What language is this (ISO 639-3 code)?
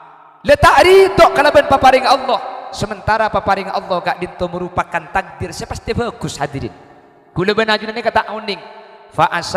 mad